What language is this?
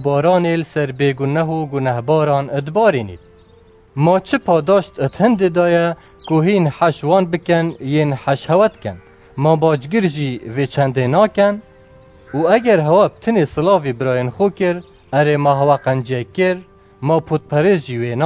Kurdish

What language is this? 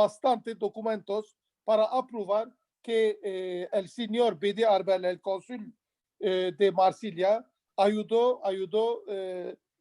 Ladino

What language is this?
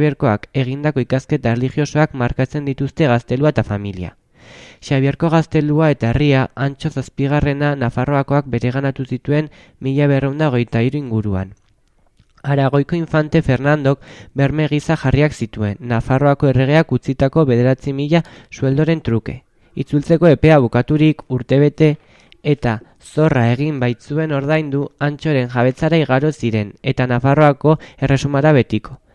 Basque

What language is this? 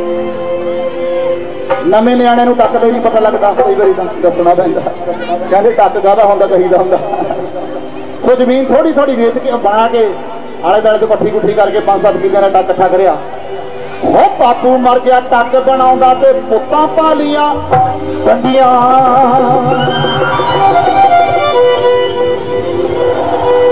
Punjabi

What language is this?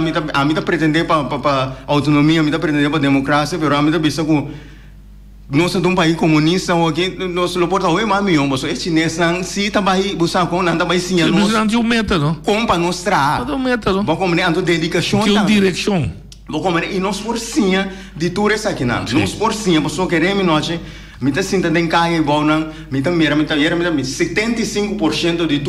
Papiamento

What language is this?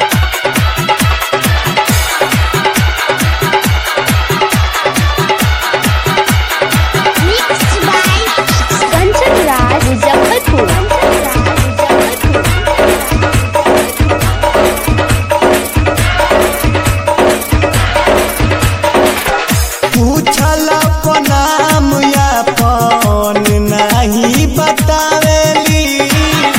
Bhojpuri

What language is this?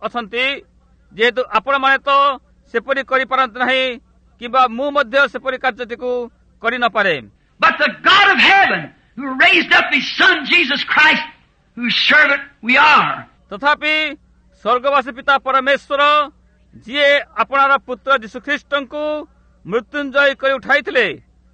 Odia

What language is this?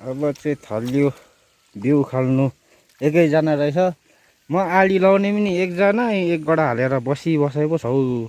Nepali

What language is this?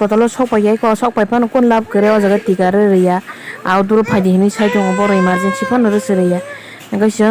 Kok Borok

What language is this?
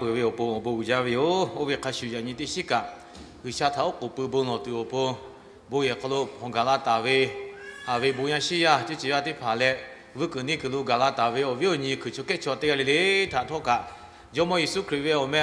Lahu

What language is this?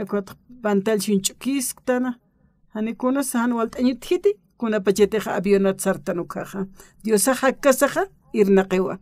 Aymara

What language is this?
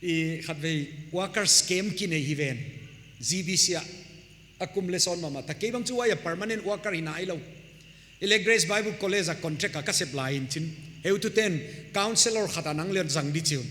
Paite Chin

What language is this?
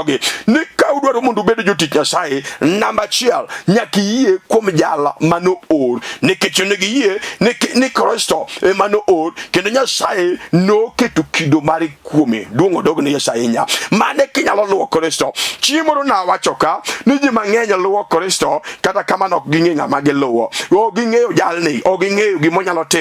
Luo (Kenya and Tanzania)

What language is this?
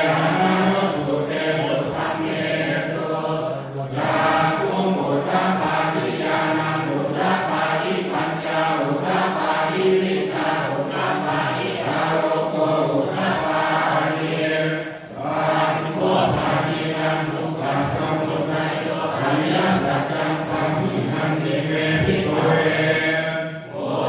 Pali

